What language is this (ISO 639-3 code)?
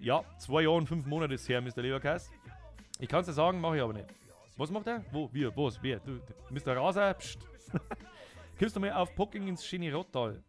bar